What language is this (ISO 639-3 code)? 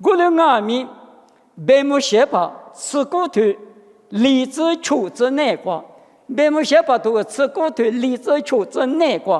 lis